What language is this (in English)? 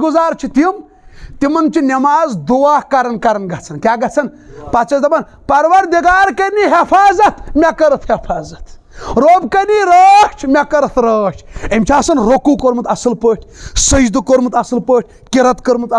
Kashmiri